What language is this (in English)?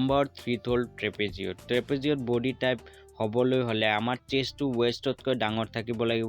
Assamese